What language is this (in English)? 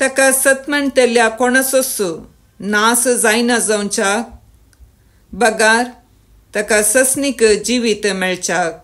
Konkani